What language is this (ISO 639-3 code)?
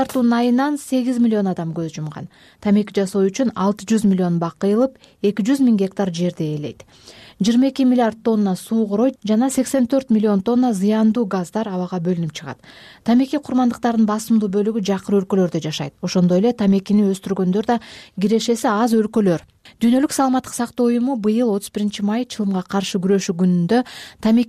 kir